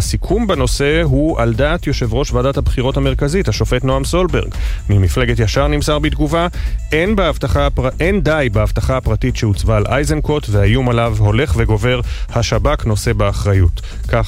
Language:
Hebrew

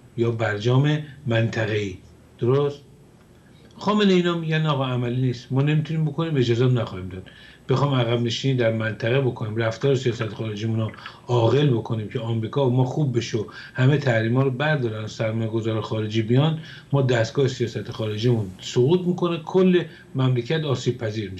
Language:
Persian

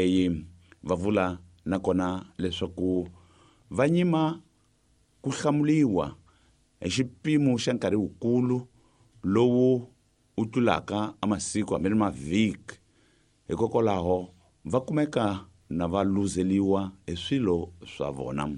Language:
Tsonga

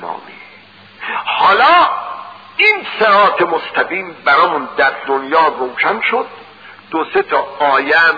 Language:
Persian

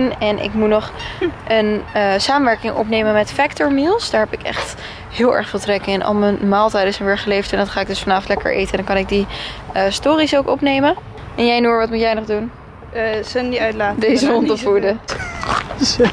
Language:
Dutch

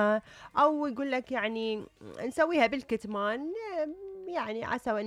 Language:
Mesopotamian Arabic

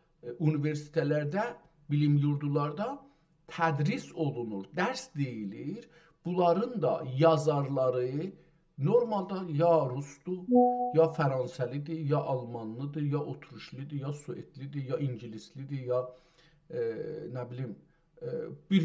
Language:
South Azerbaijani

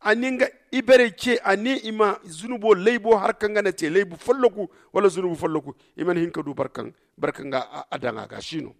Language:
Zarma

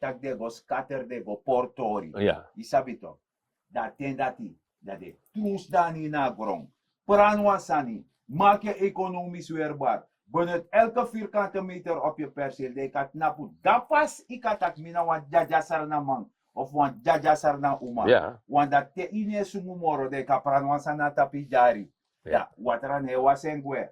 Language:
Sranan Tongo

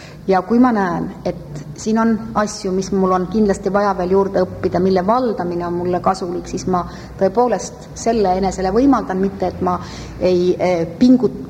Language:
Estonian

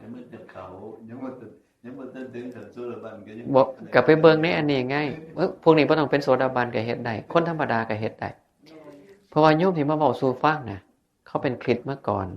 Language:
Northeastern Thai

